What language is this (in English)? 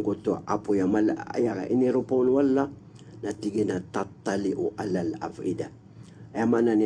Maranao